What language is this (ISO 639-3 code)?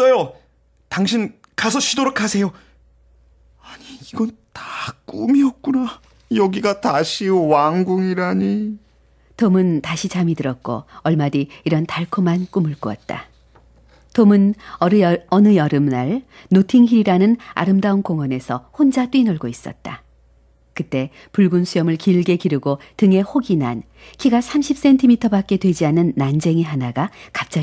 kor